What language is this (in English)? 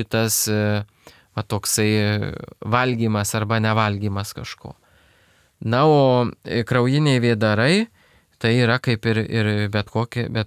Lithuanian